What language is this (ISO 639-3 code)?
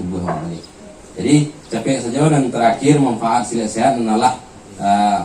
min